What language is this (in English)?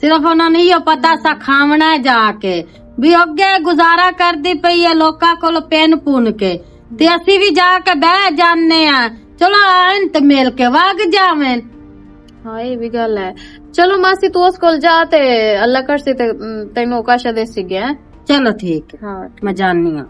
Western Panjabi